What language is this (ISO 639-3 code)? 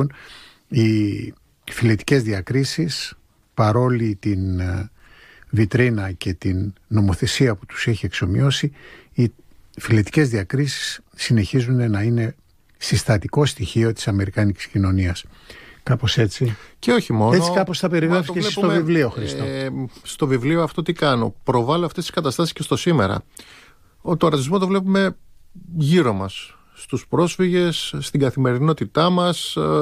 ell